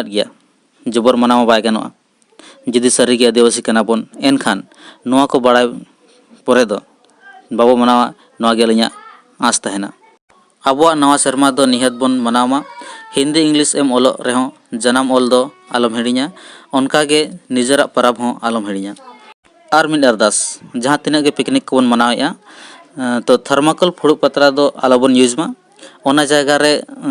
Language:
Santali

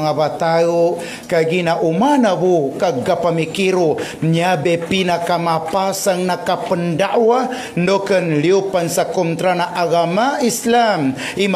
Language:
Maguindanaon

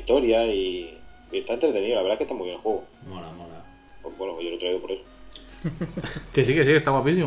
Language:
Spanish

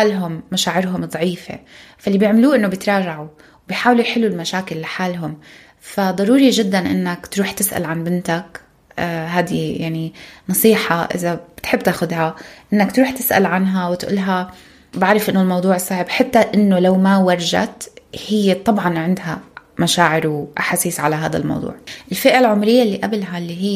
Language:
North Levantine Arabic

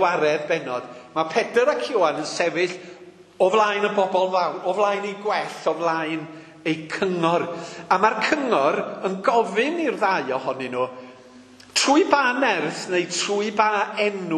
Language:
Welsh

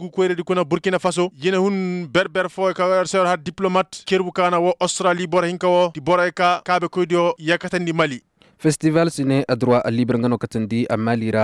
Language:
Koyraboro Senni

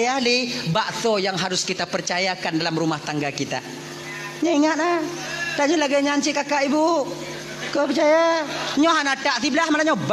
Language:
Achinese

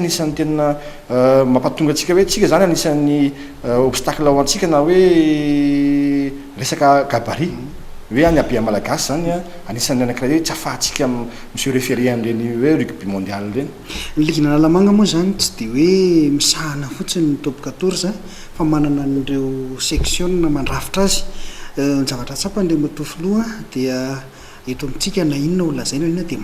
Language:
Malagasy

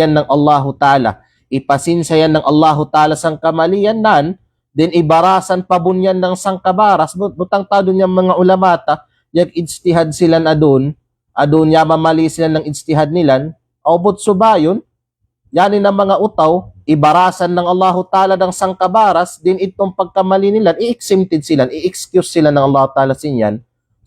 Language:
Kalagan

